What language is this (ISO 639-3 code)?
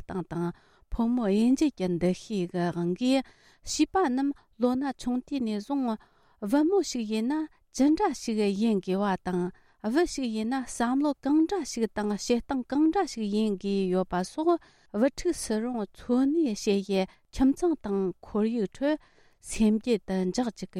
bod